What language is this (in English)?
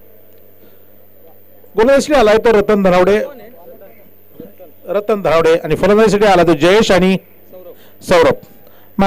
Marathi